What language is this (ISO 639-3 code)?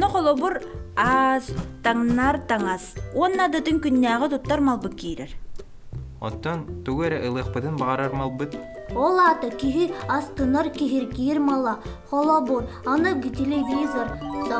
sah